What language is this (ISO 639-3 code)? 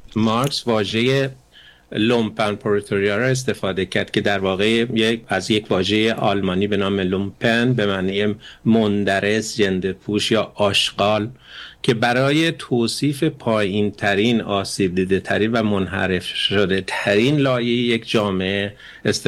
fas